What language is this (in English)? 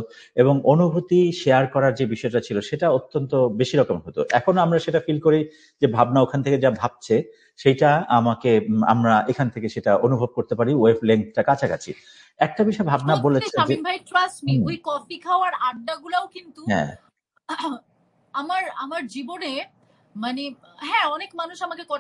Bangla